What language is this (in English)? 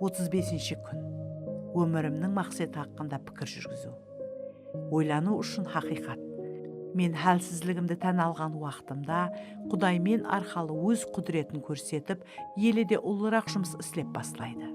Kara-Kalpak